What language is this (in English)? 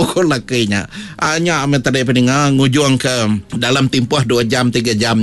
Malay